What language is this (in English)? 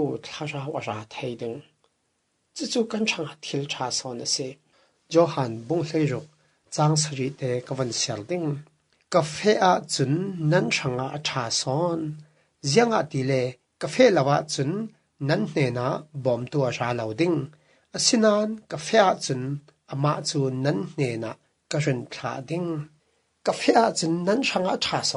Falam Chin